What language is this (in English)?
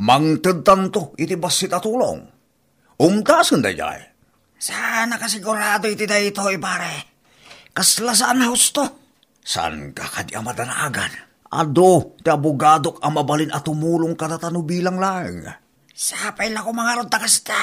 Iloko